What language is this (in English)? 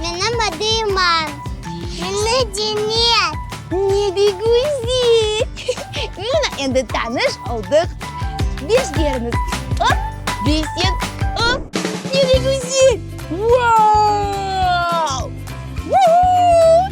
Crimean Tatar